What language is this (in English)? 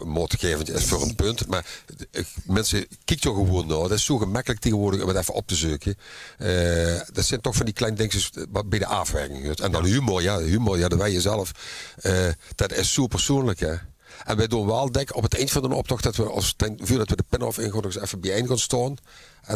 Limburgish